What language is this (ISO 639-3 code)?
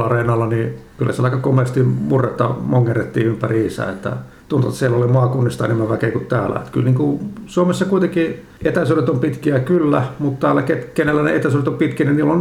fin